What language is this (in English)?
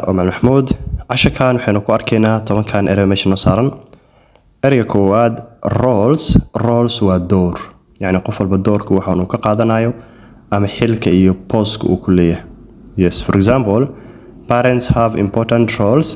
Somali